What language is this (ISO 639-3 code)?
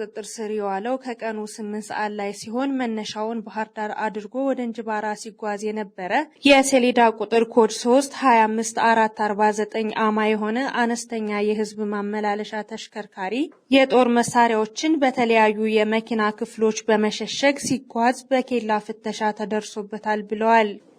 amh